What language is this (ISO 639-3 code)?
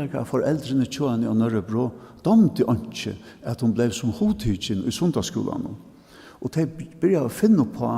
fao